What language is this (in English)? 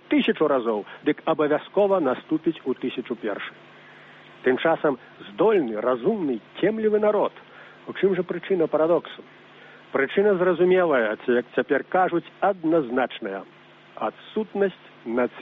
Belarusian